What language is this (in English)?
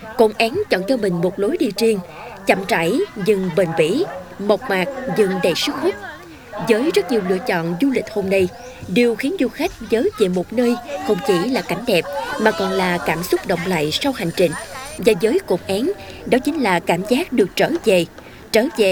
Vietnamese